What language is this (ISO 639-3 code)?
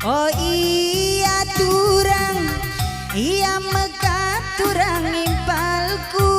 btx